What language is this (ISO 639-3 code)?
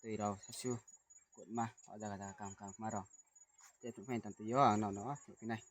ria